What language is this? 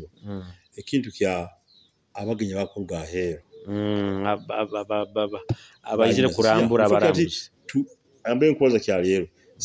Nyoro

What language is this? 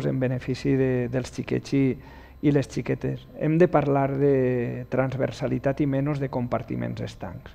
Catalan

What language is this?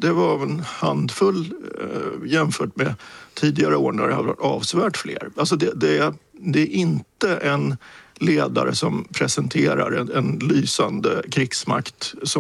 Swedish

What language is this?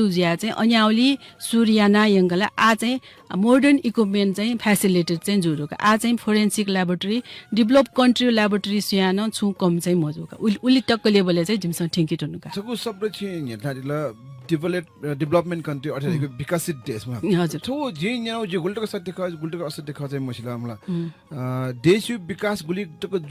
Newari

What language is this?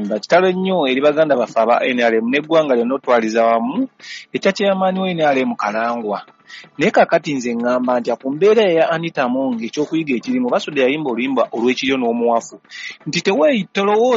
Ganda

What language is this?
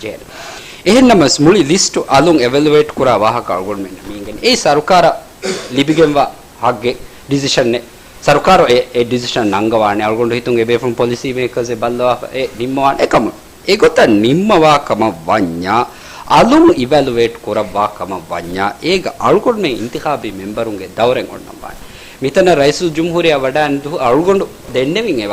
Divehi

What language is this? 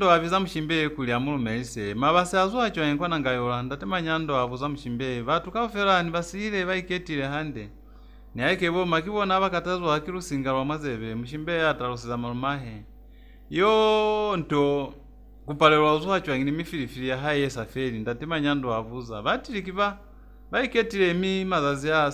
Lozi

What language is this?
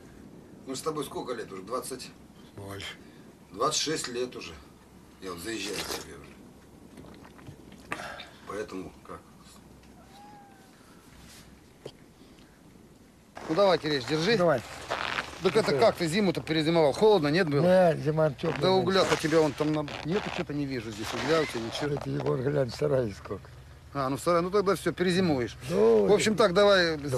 Russian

